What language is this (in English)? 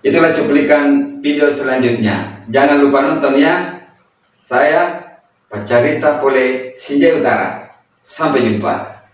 Buginese